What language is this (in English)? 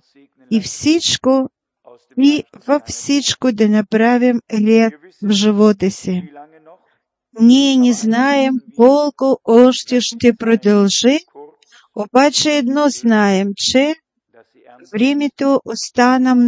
Bulgarian